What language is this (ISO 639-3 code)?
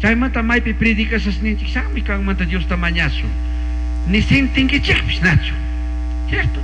qug